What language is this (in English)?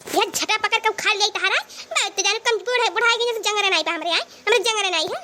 Awadhi